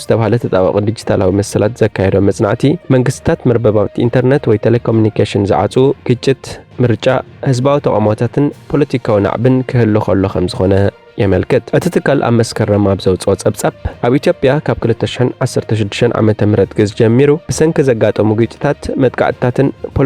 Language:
Tigrinya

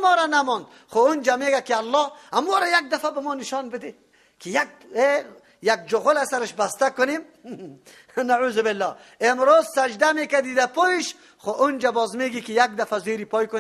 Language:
Persian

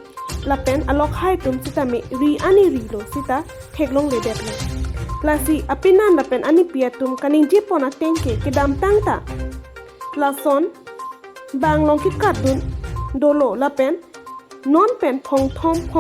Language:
Karbi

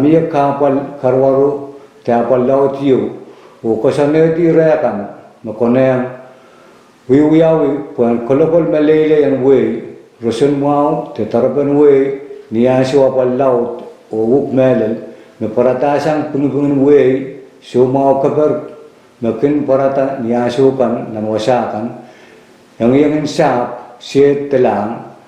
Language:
Pohnpeian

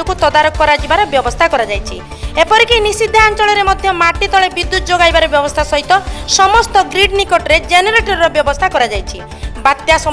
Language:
Odia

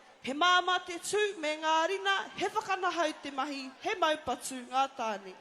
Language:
Māori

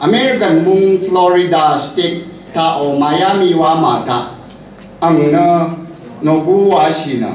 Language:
Rawang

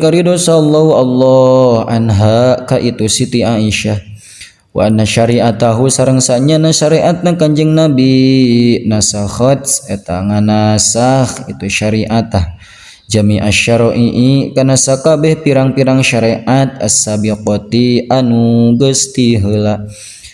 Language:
Sundanese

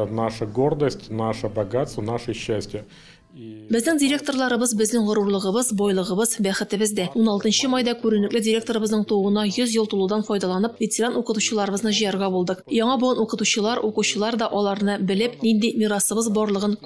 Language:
Tatar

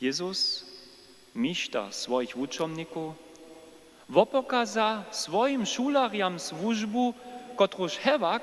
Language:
Upper Sorbian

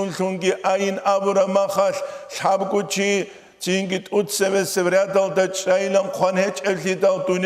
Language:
Avaric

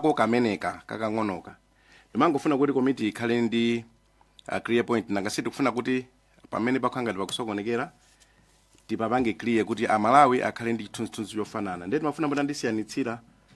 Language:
Nyanja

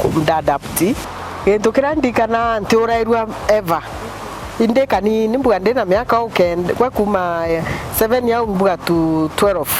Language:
Meru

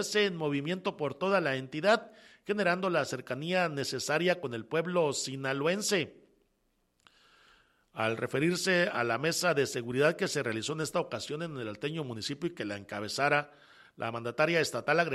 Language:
Spanish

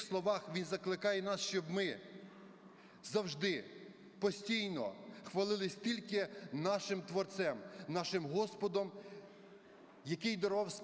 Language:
Ukrainian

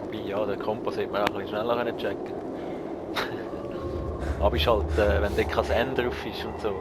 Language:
Swiss German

